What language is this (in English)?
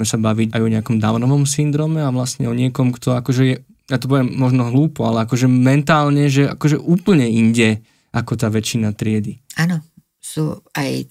Slovak